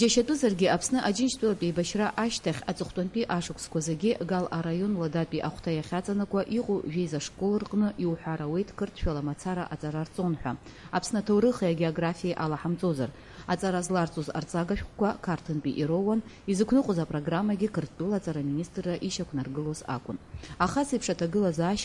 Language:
Abkhazian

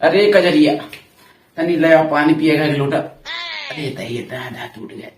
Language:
Awadhi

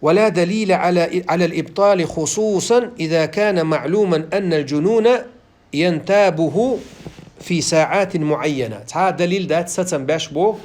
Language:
Chechen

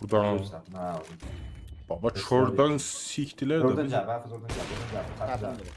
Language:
South Azerbaijani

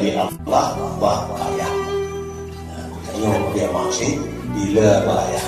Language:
Achinese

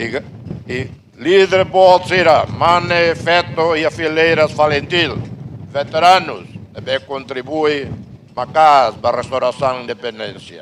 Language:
Tetum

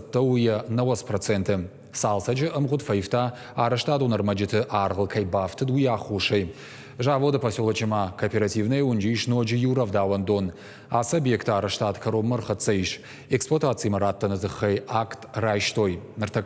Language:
Ossetic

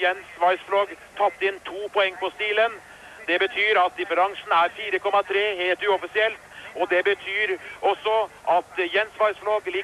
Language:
Norwegian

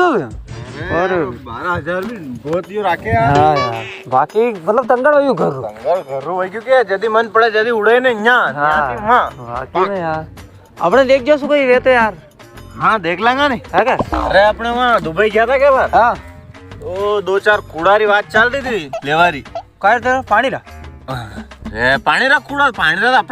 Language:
Rajasthani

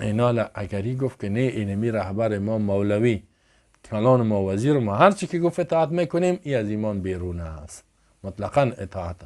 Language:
Persian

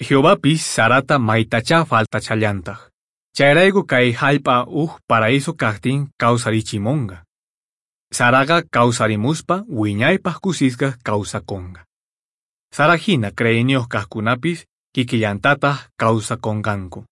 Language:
Quechua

